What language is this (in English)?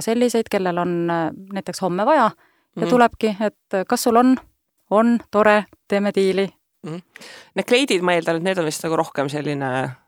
Estonian